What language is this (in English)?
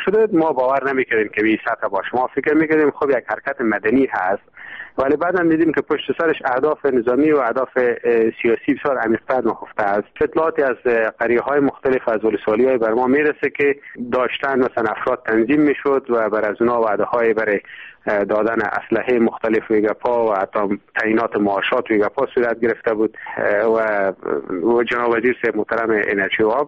Persian